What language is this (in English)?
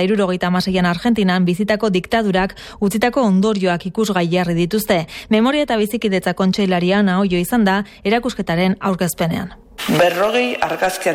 Basque